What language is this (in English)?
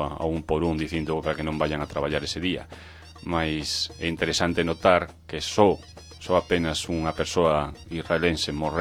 Galician